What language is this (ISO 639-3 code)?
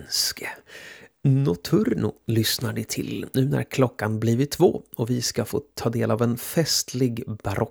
swe